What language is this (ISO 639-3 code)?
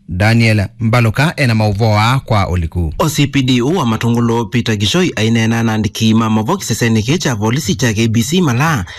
kam